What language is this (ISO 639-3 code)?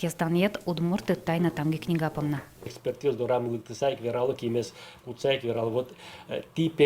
udm